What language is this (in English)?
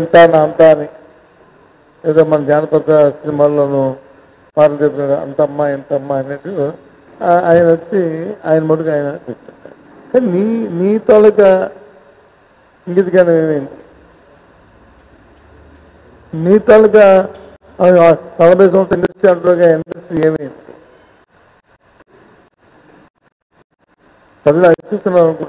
Telugu